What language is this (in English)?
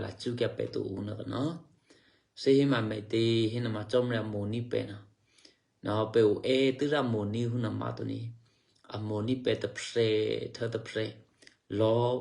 Eastern Kayah